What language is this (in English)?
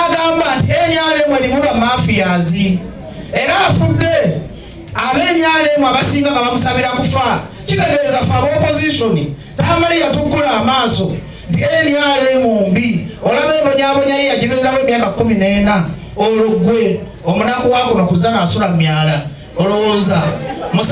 Ganda